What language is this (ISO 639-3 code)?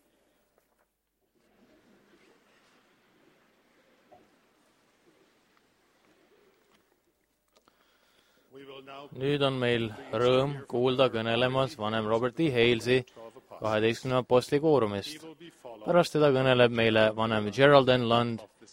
est